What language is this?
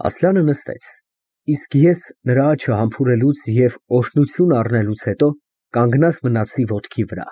Armenian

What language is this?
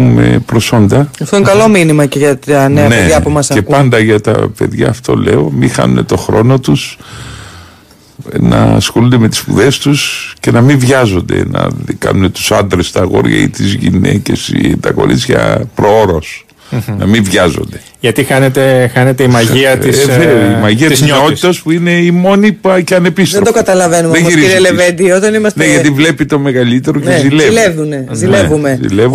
Greek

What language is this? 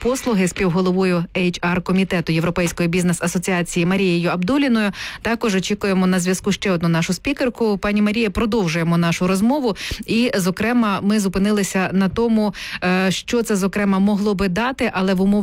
Ukrainian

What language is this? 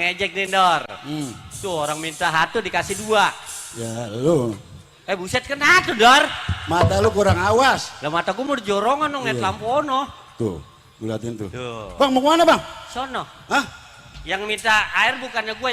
Betawi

